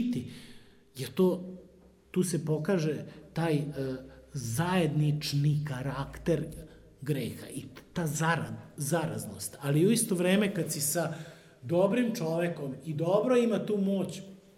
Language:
Serbian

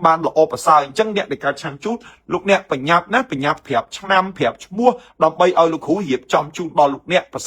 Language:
Khmer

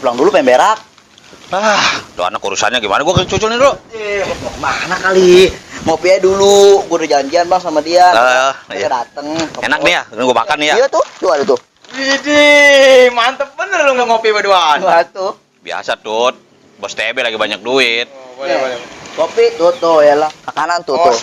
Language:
Betawi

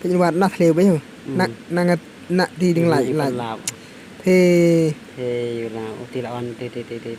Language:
Khasi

